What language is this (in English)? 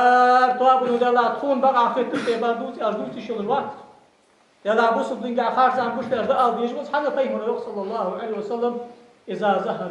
Ingush